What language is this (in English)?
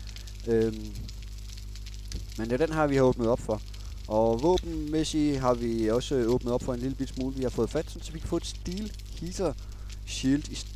Danish